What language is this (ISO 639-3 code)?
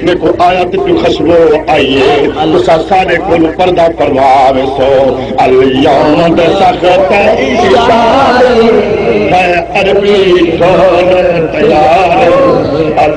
skr